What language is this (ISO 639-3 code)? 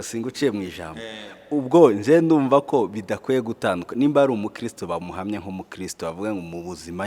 kin